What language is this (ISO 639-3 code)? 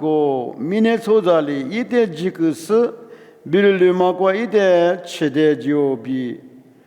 lis